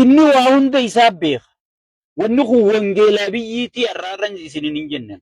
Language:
Oromo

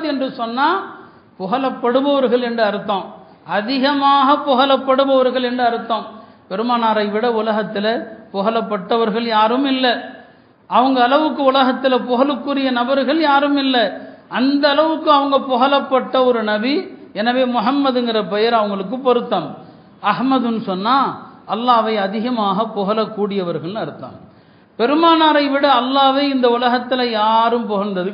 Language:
Tamil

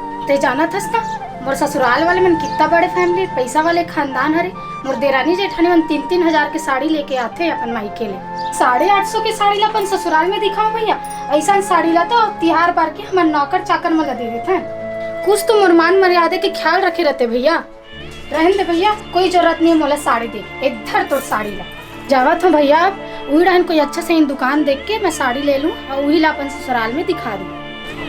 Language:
Chhattisgarhi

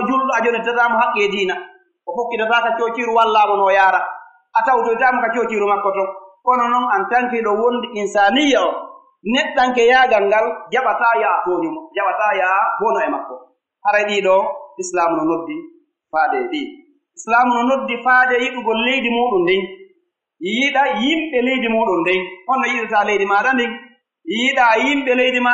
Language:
Pular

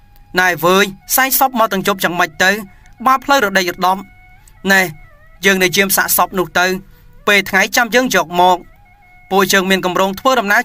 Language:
Khmer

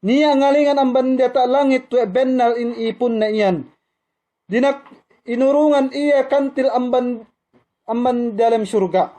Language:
Yakan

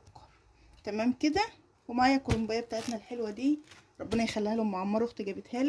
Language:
Egyptian Arabic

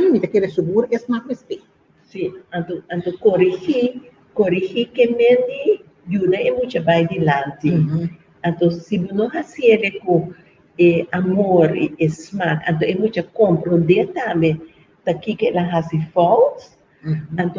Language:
Papiamento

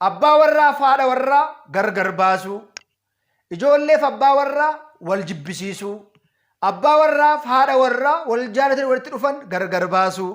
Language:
Oromo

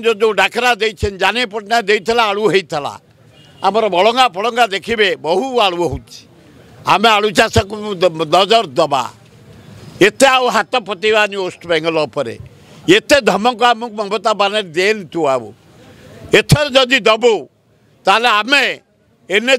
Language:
Odia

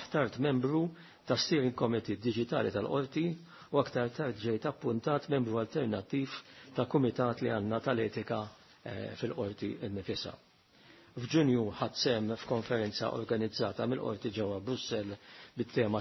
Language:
Maltese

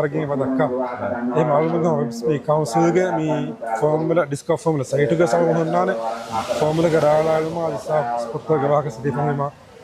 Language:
Divehi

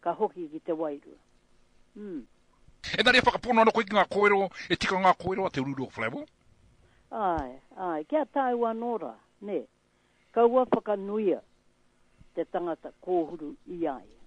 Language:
Māori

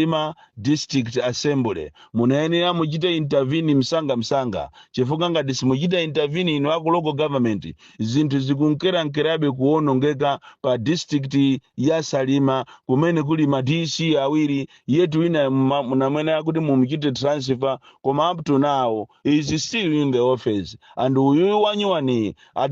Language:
Nyanja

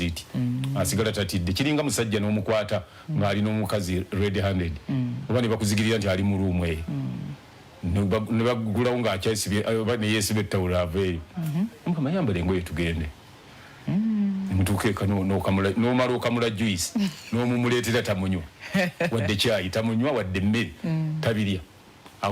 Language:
Ganda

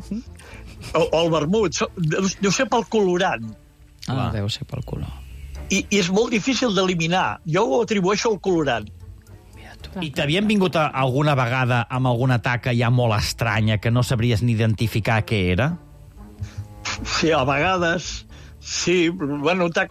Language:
Catalan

